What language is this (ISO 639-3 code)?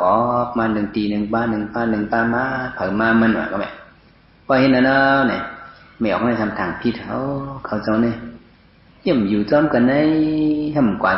shn